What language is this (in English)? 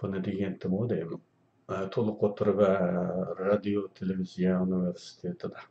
Uyghur